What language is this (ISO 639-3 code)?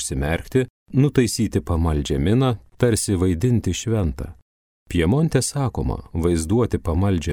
lit